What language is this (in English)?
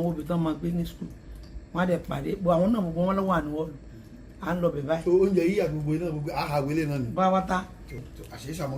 Yoruba